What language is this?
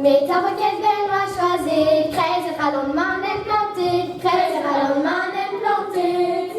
Breton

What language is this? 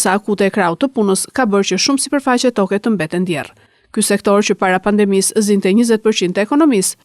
Albanian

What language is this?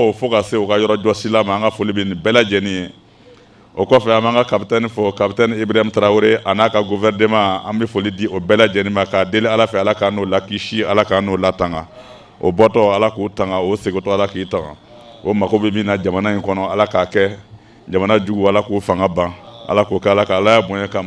Bambara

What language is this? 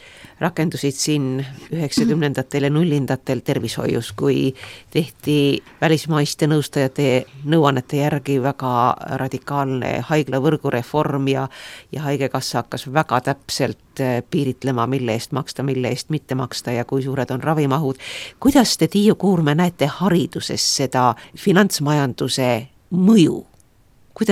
Estonian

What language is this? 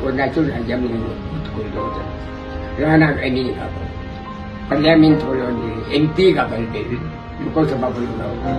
Malay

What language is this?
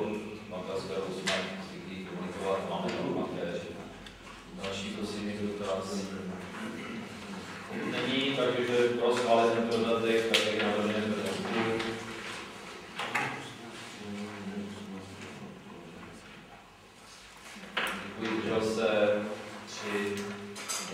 Czech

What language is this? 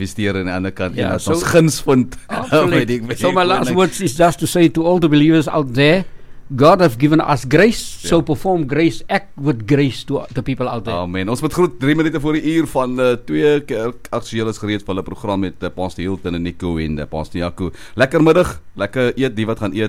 Afrikaans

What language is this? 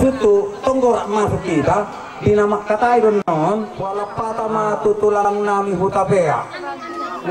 Batak Toba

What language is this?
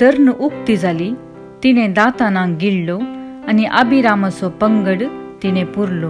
Konkani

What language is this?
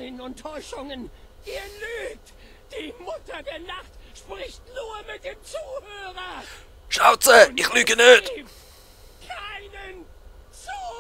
Swiss German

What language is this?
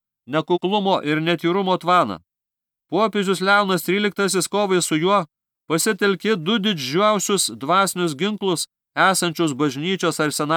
Lithuanian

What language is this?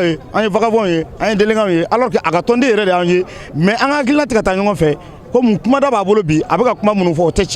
Bambara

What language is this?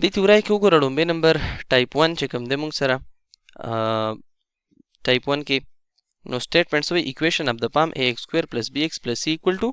Pashto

